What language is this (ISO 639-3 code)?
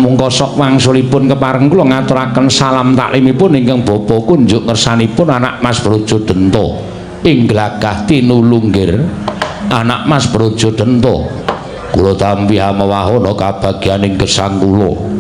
jav